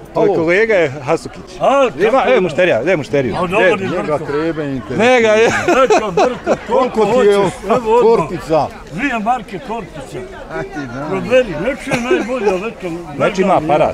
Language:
Bosnian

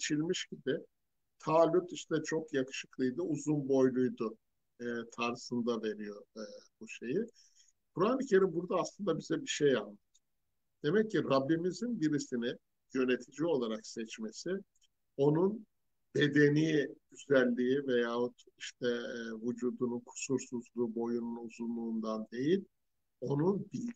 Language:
Turkish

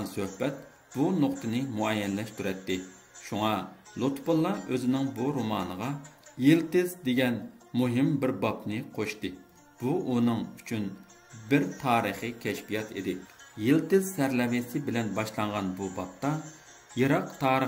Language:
Uyghur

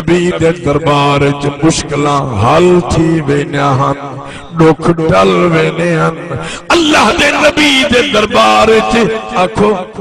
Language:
Saraiki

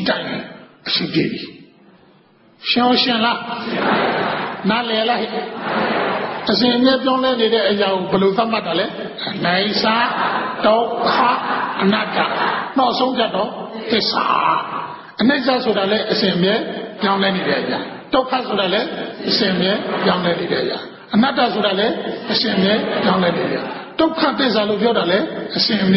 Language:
Burmese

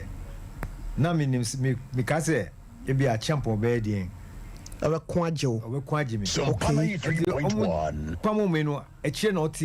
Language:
Akan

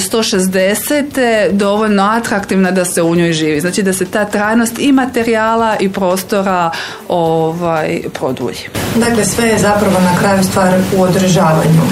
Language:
Croatian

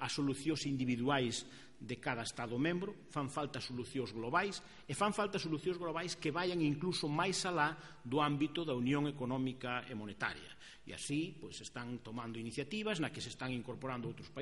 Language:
Galician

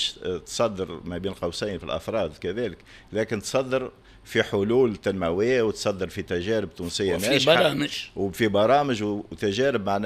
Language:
Tunisian Arabic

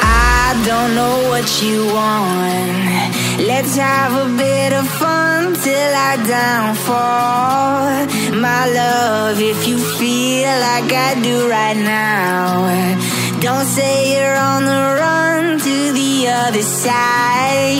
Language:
English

